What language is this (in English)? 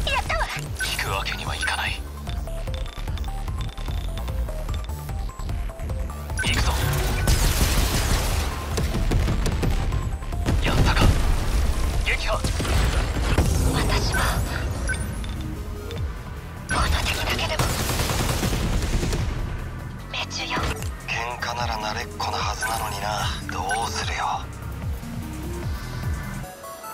Japanese